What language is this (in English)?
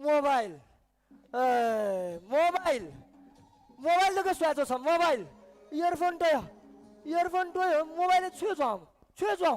Newari